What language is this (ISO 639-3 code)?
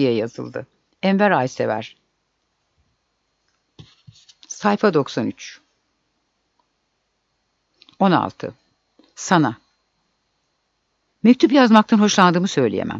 tur